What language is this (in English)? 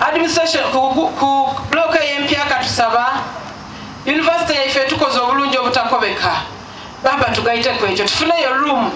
Soga